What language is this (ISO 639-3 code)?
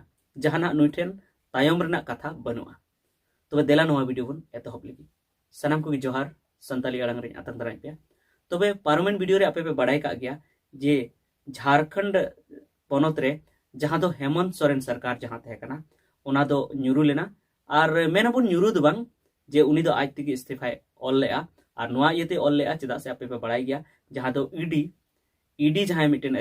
sat